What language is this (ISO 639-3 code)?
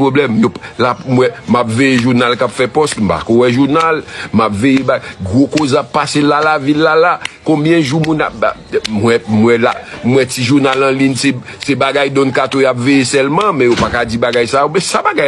hat